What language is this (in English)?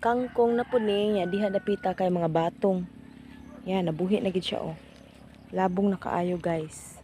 Cebuano